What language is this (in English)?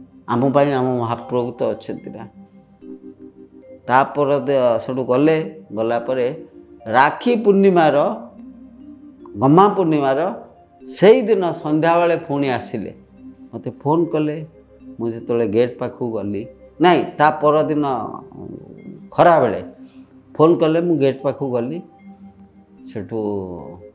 Odia